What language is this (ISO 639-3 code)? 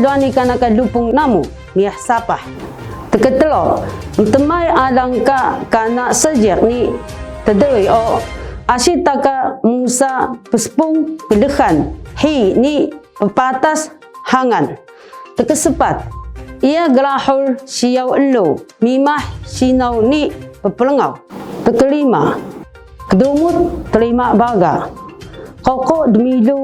trv